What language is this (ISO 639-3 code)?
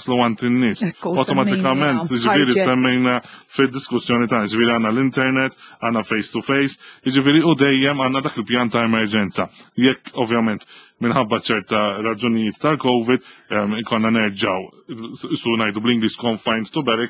mlt